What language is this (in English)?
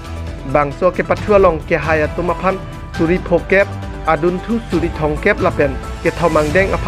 Karbi